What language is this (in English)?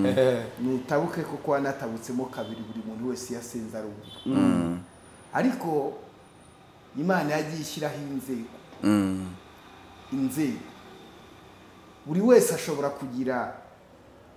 Kinyarwanda